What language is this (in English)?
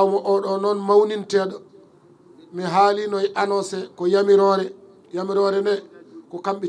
Fula